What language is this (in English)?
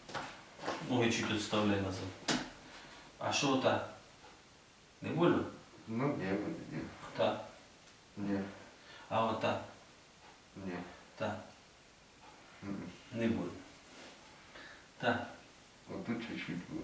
Ukrainian